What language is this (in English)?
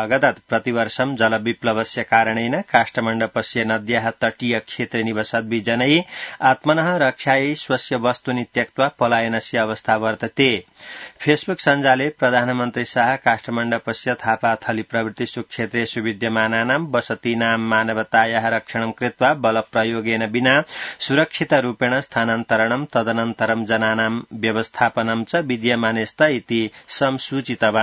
Sanskrit